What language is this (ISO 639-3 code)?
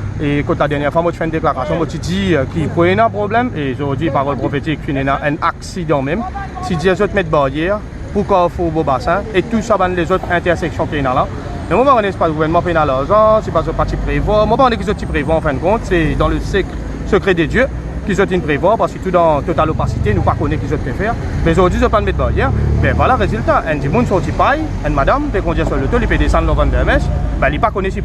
mfe